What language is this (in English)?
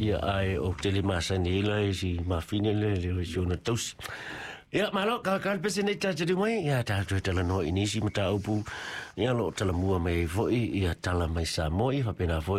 Samoan